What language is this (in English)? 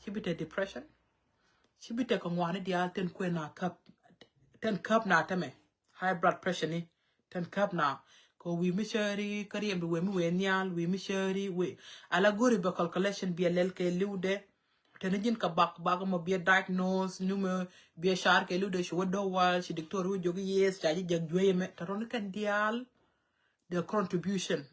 Nuer